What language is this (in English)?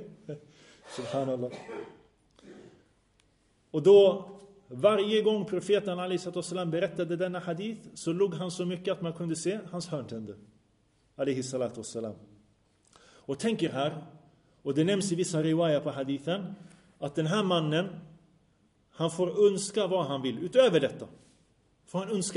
Swedish